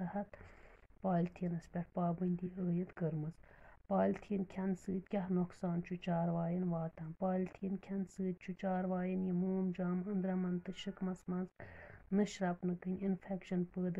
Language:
Kashmiri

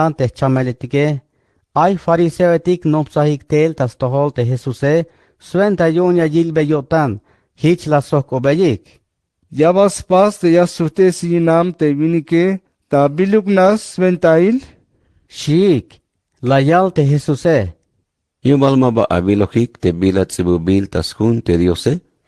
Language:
Tzeltal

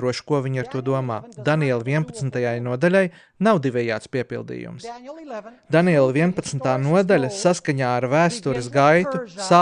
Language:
Latvian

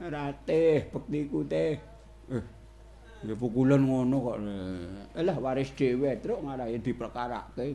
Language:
Javanese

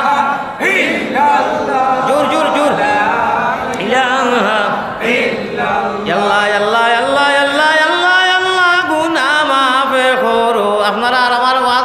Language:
Sylheti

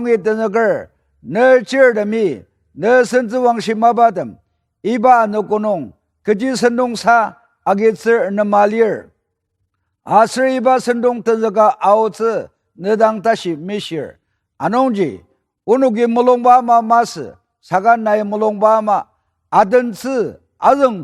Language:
Ao Naga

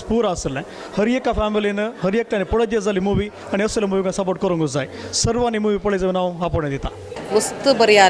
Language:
Konkani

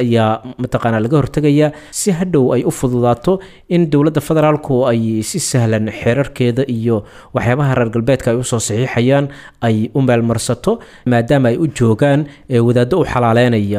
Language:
Somali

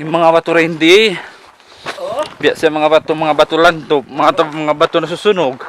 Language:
Tausug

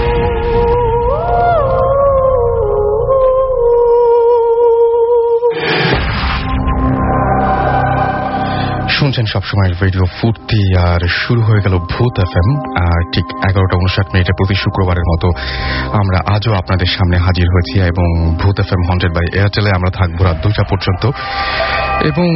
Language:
Bangla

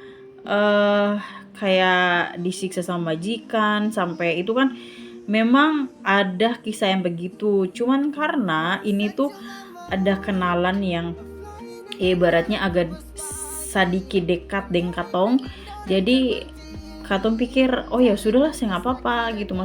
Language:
Ambonese Malay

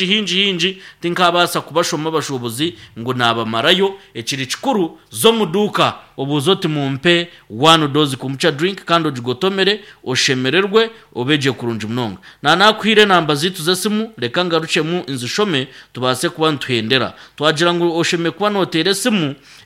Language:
Nyankole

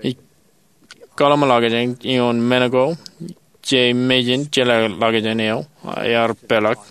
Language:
Marshallese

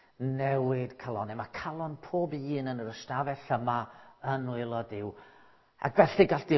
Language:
Welsh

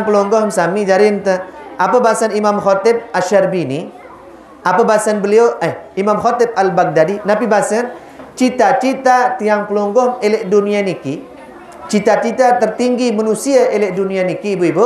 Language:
Sasak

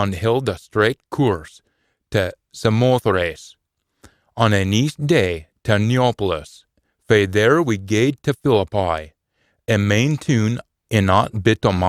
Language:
Scots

